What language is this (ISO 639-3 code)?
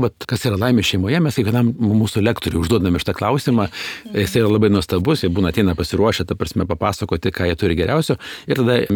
lit